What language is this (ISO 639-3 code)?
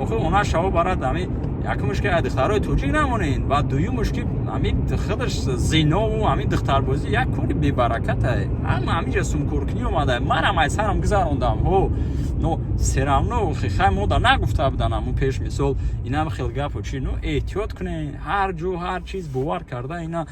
tgk